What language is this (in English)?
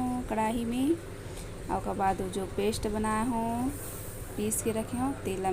Chhattisgarhi